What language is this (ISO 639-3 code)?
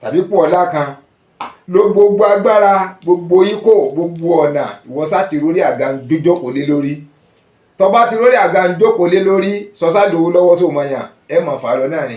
yor